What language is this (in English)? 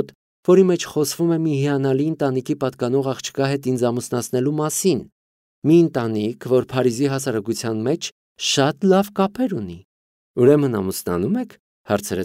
Armenian